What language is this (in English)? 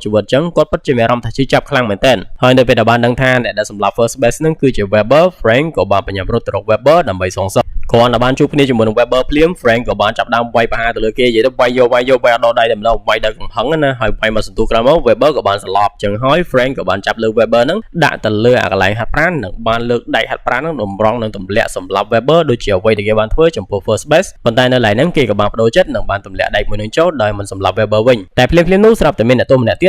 Khmer